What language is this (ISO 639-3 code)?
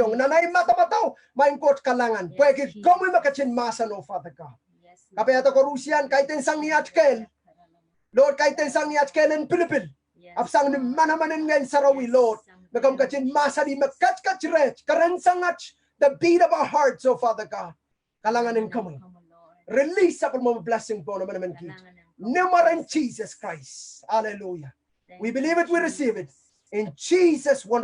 pon